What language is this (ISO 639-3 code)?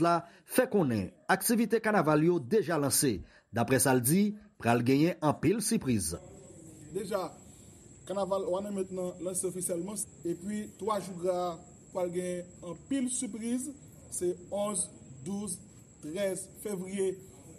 hat